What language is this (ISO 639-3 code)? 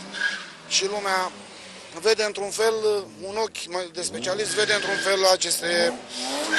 ron